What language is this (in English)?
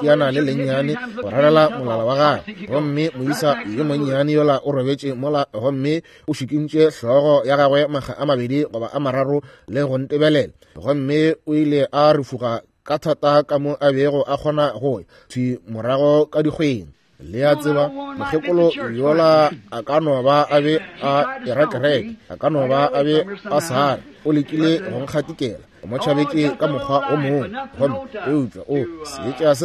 Northern Sotho